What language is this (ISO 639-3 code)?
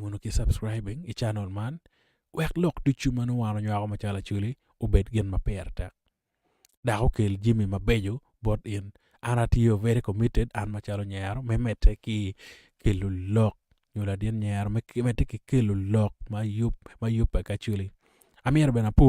ach